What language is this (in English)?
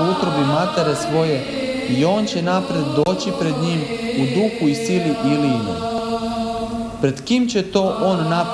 Serbian